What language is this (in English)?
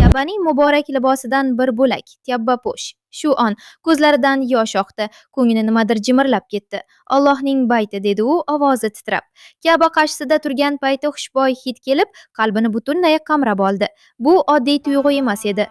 Uzbek